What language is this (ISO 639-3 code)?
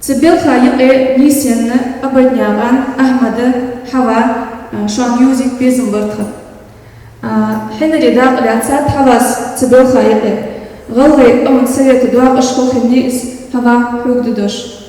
inh